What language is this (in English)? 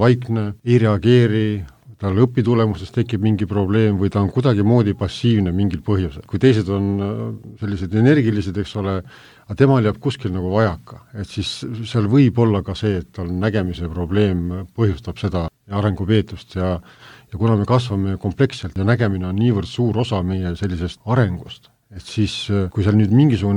Estonian